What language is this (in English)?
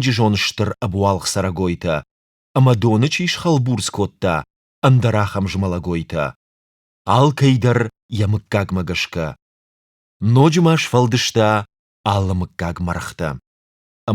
Ossetic